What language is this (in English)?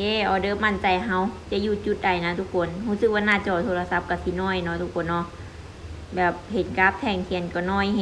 Lao